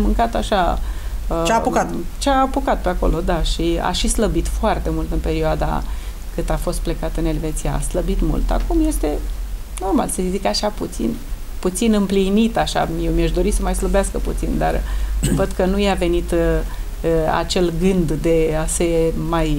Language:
Romanian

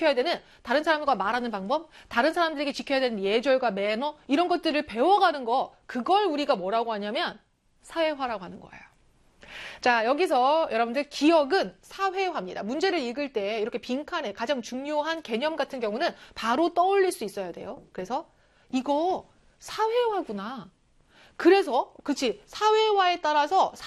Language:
Korean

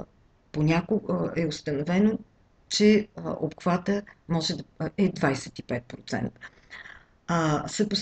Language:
Bulgarian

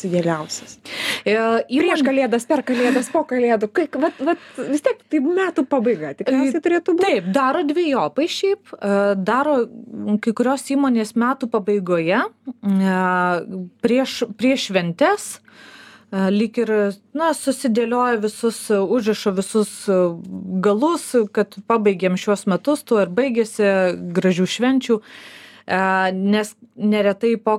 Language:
Lithuanian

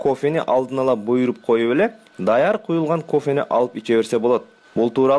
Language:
Kyrgyz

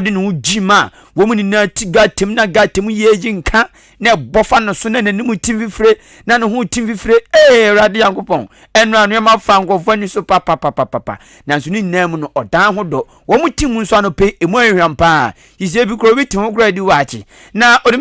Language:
Akan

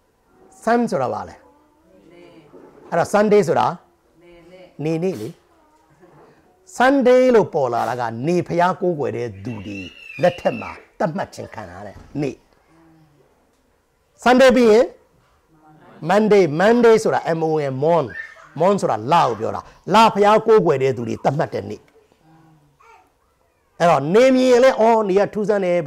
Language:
Burmese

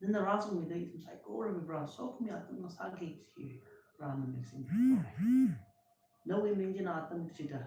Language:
Tangkhul Naga (India)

